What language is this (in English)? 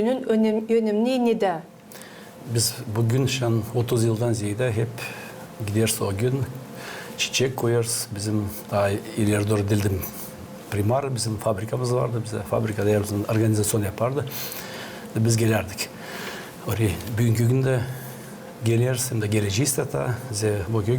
Gagauz